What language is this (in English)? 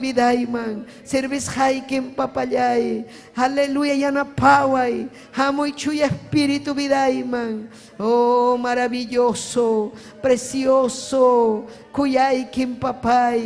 Ayacucho Quechua